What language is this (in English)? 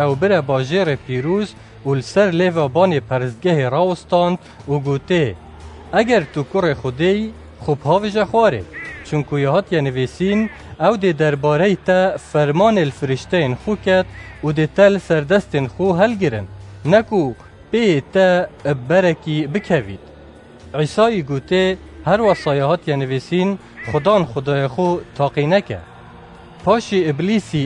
Kurdish